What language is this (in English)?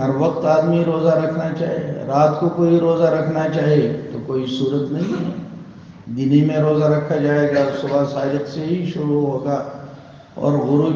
Urdu